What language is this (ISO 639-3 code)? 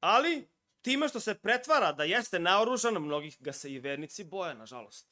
srp